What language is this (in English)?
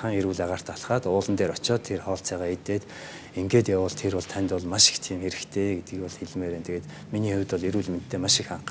Mongolian